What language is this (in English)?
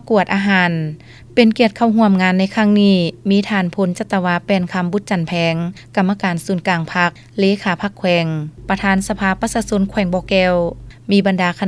Lao